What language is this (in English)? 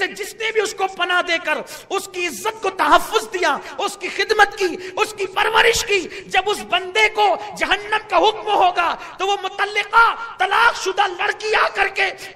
Urdu